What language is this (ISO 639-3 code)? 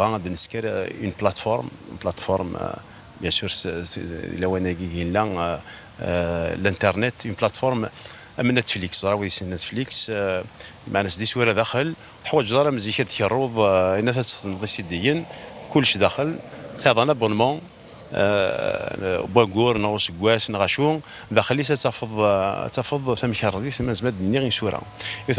kab